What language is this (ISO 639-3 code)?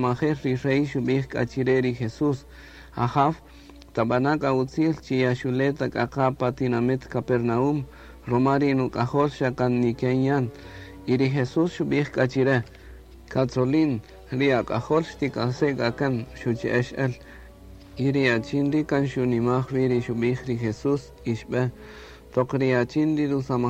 cak